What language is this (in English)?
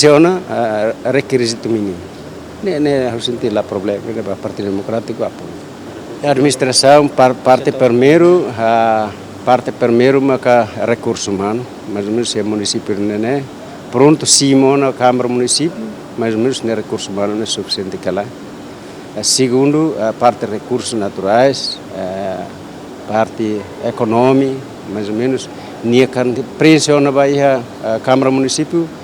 Tetum